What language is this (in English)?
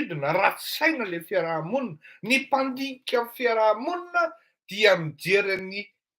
Malagasy